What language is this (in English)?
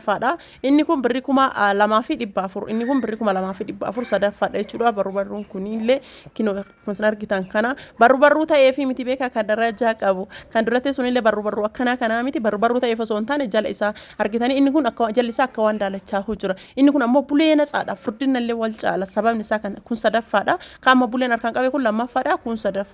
Oromo